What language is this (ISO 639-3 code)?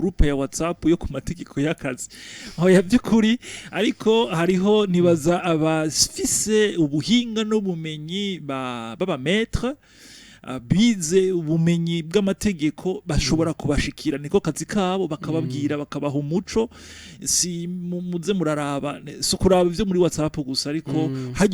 run